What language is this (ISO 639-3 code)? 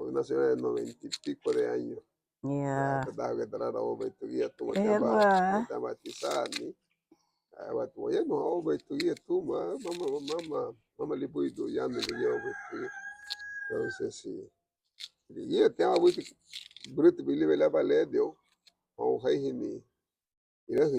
cab